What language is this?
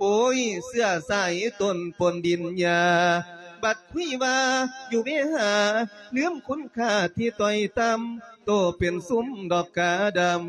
Lao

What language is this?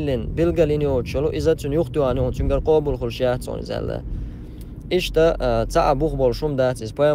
Chechen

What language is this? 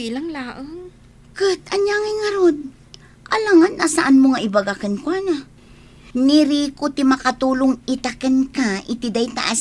Iloko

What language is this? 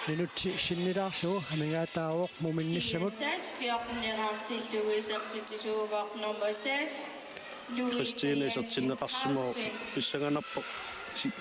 Kalaallisut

